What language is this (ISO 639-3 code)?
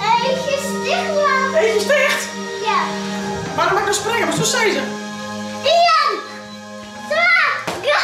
fry